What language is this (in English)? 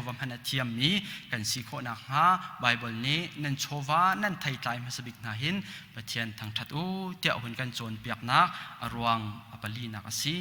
Hakha Chin